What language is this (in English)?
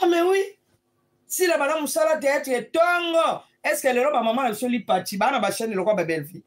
Lingala